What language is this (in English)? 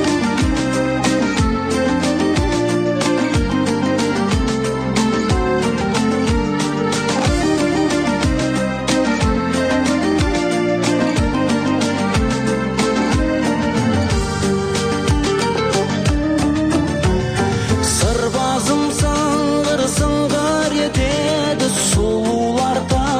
Kazakh